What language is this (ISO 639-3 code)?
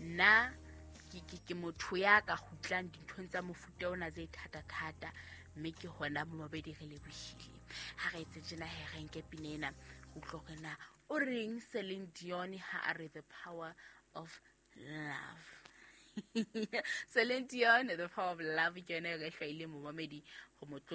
sot